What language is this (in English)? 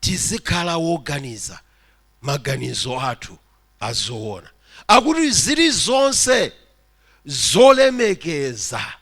Nyanja